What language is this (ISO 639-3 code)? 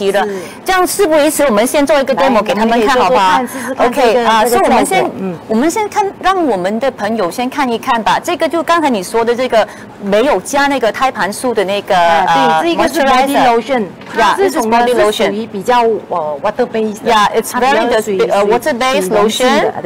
zho